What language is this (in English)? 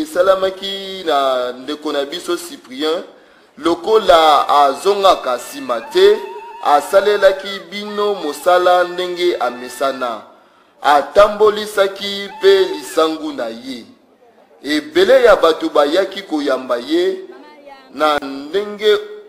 Lingala